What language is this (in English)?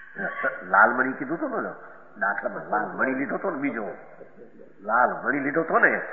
Gujarati